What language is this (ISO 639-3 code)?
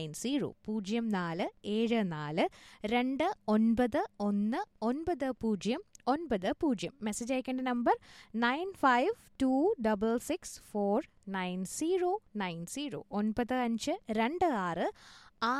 mal